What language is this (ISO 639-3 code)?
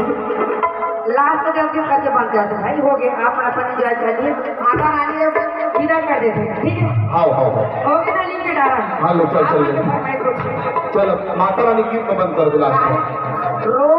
hne